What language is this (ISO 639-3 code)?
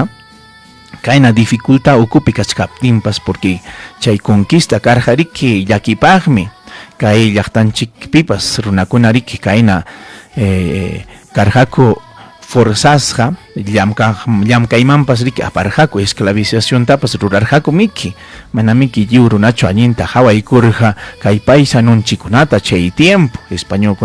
quy